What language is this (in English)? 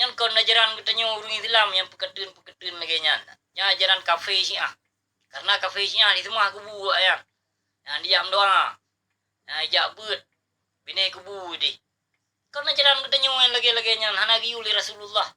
Achinese